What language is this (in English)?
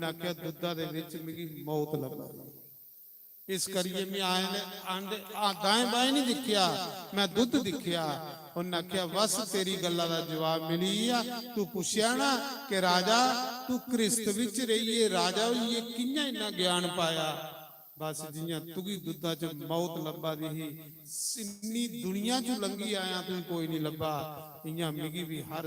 Dogri